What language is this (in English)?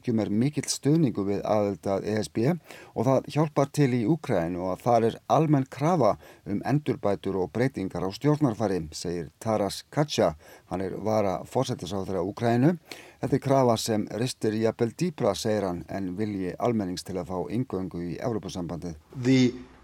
Icelandic